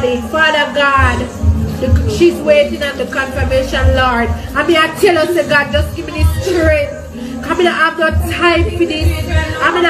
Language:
Jamaican Creole English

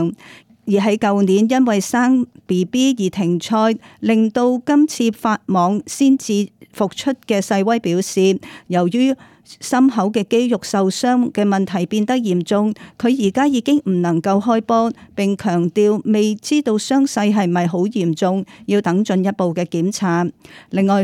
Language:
Cantonese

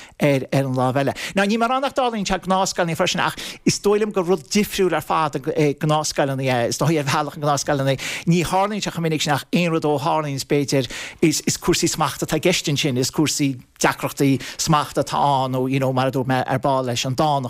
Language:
Irish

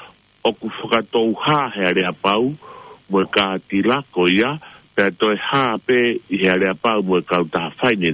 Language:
Tongan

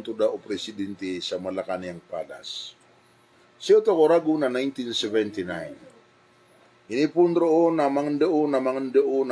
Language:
Maranao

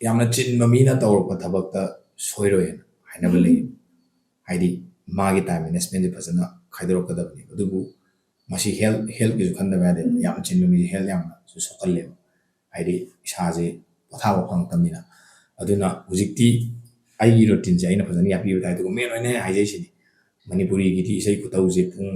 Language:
Manipuri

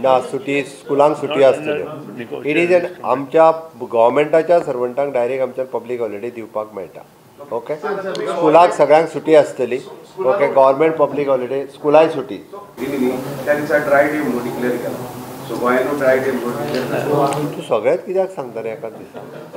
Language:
Konkani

